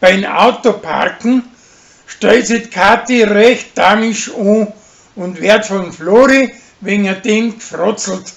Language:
Bavarian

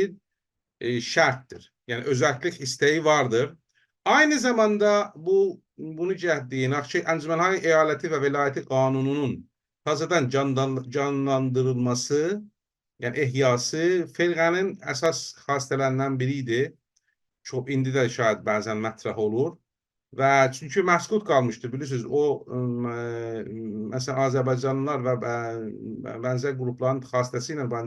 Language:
South Azerbaijani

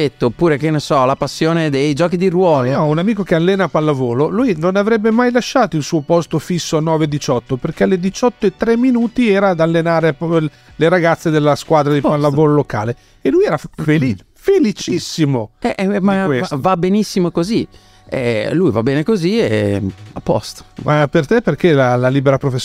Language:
Italian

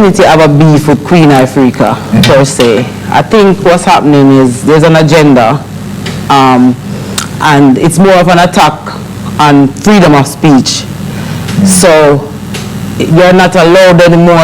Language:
Jamaican Creole English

